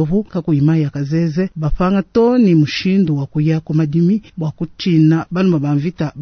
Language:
Luba-Lulua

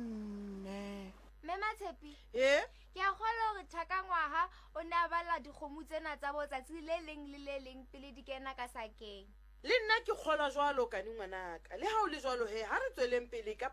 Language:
Southern Sotho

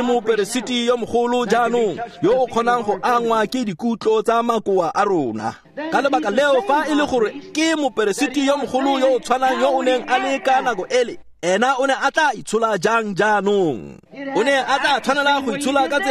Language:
Tswana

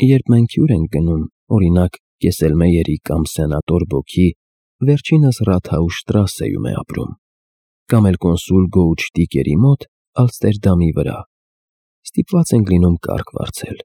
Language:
Armenian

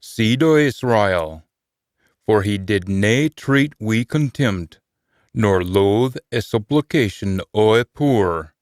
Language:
Scots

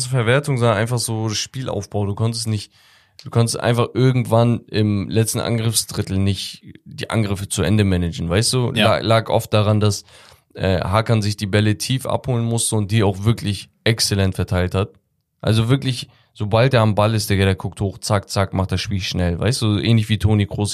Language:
German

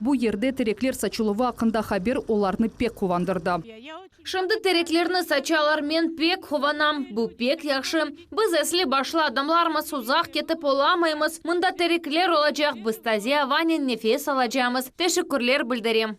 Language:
Crimean Tatar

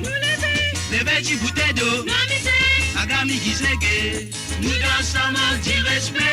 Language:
Morisyen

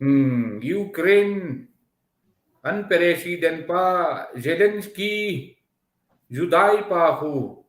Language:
Hmar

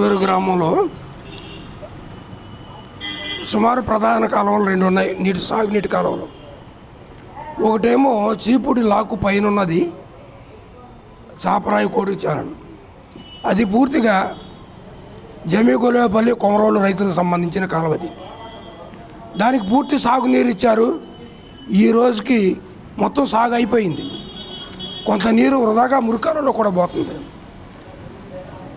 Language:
Telugu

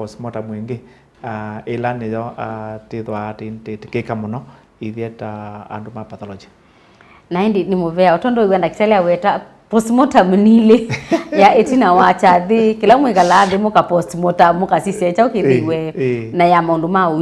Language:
Kamba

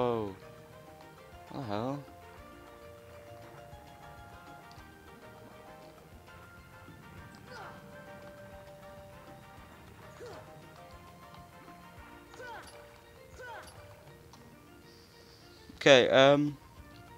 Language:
English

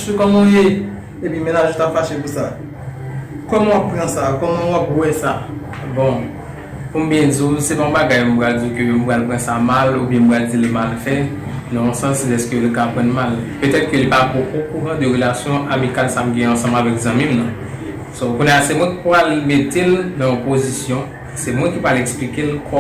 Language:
Haitian Creole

